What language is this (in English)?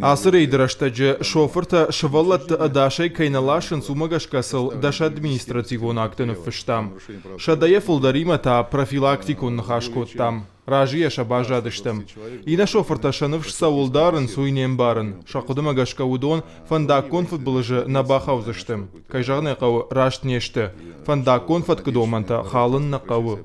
Ossetic